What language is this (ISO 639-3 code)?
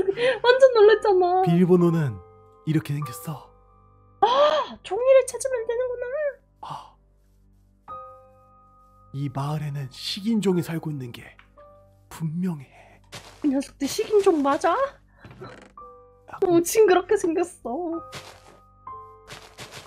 kor